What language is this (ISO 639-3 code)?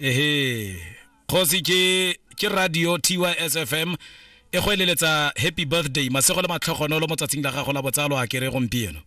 tsn